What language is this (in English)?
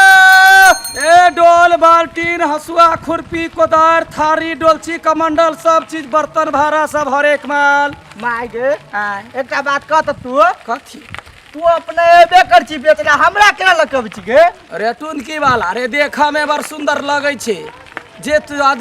Maithili